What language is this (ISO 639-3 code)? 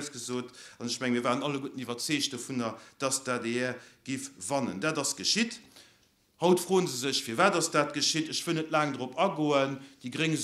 ltz